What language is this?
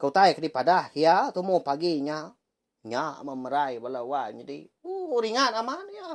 Iban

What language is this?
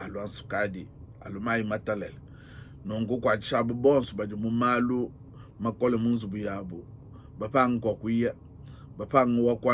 Luba-Lulua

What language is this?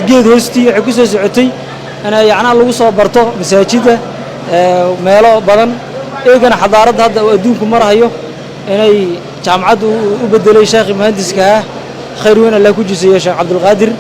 Somali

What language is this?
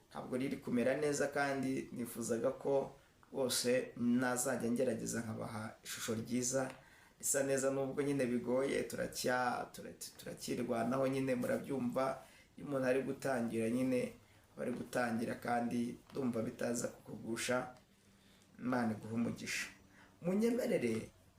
Kinyarwanda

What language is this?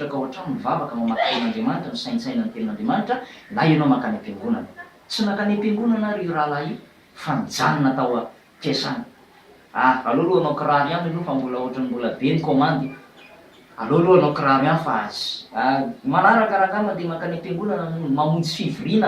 Malagasy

